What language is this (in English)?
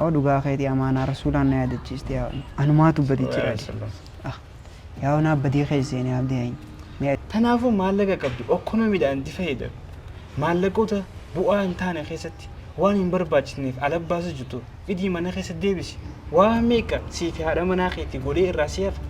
Oromo